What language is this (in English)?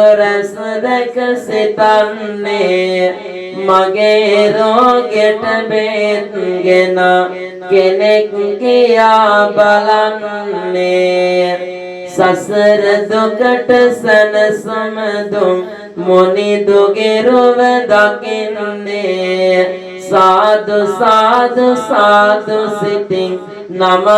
Sinhala